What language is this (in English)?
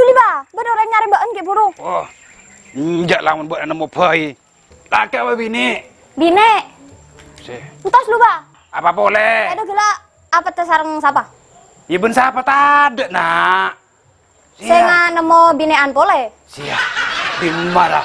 Madurese